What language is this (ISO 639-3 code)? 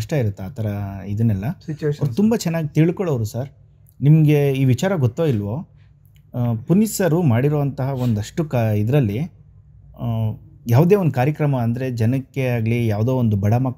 kan